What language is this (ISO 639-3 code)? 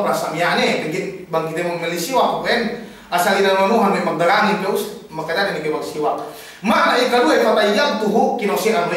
yka